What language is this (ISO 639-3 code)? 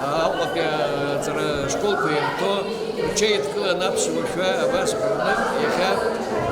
abk